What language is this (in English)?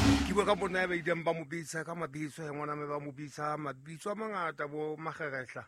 Southern Sotho